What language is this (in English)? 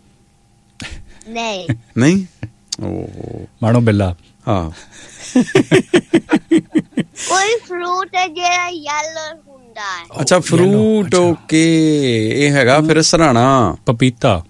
Punjabi